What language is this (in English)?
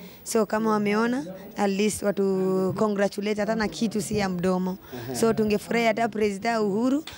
Swahili